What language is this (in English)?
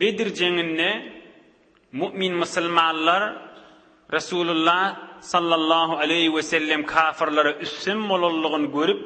Turkmen